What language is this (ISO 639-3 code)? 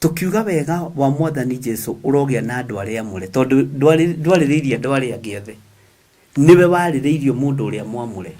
kik